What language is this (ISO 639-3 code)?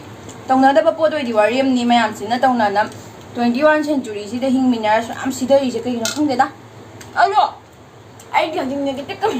mni